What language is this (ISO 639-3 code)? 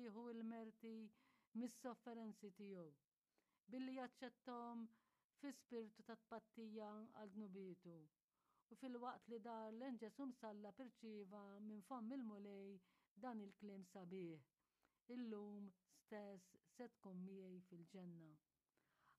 mlt